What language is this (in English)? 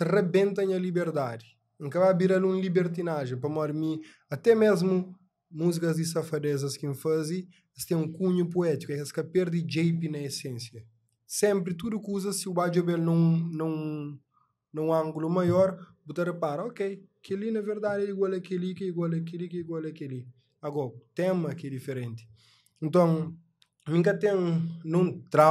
Kabuverdianu